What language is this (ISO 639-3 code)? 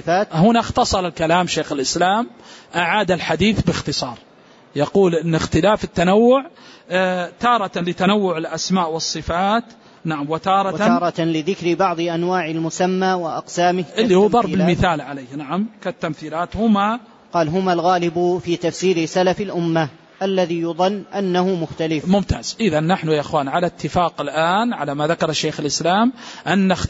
ara